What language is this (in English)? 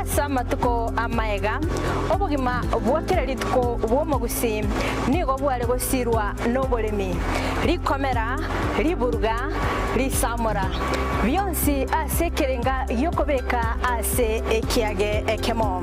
Gusii